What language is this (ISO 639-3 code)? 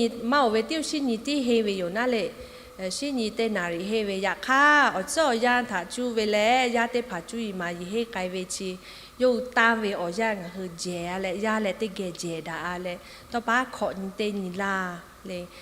lhu